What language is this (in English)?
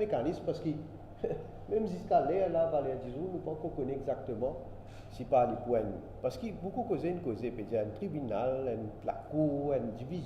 Morisyen